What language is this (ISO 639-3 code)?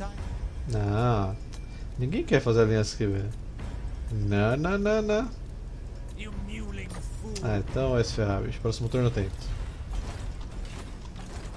por